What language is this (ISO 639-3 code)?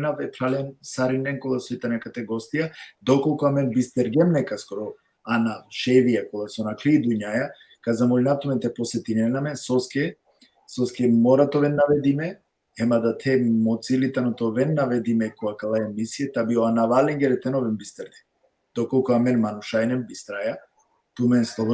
rmn